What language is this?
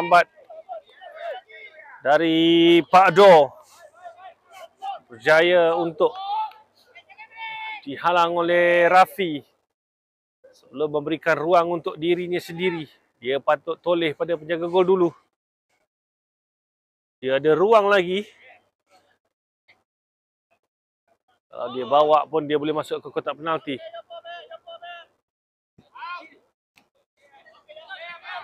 Malay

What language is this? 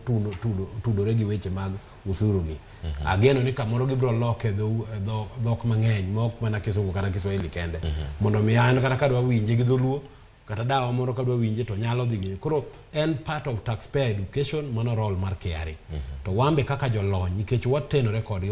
Luo (Kenya and Tanzania)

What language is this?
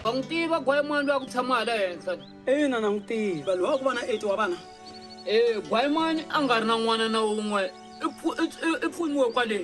Tsonga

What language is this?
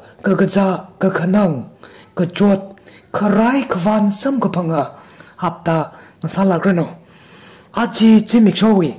Tangkhul Naga (India)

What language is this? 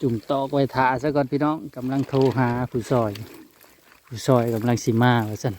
Northeastern Thai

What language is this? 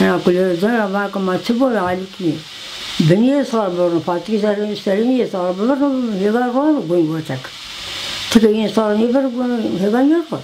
Zaza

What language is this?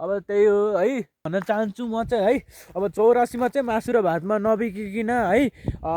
Nepali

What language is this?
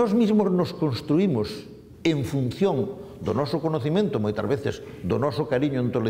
Galician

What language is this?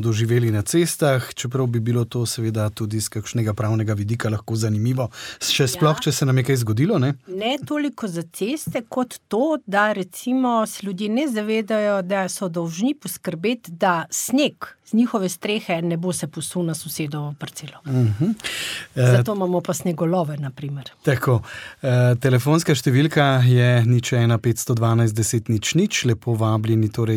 Slovenian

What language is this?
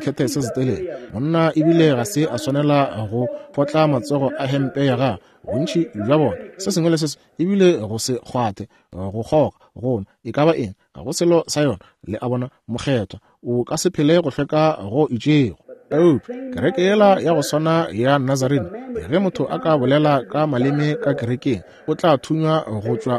Northern Sotho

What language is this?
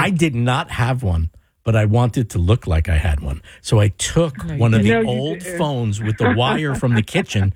English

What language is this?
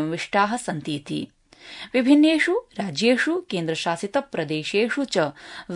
Sanskrit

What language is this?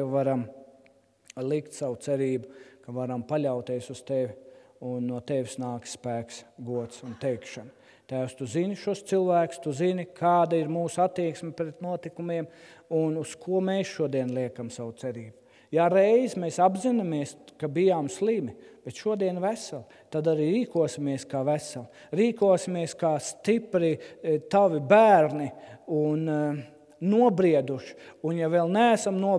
Latvian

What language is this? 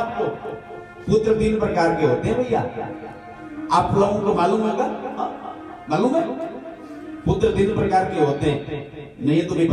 Hindi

